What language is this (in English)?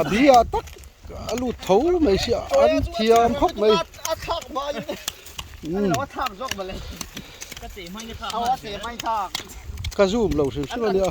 Mizo